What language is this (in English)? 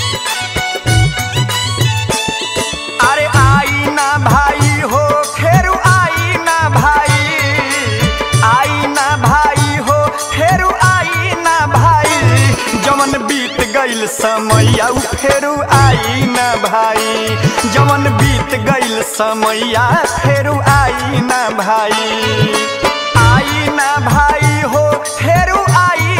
Bhojpuri